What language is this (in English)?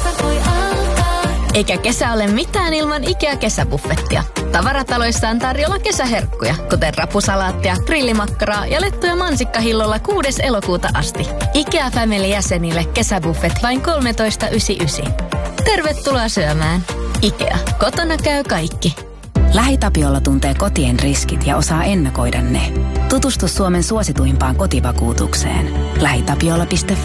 Finnish